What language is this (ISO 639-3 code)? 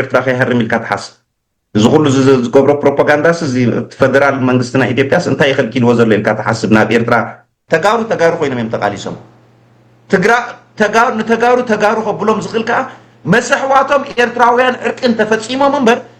tir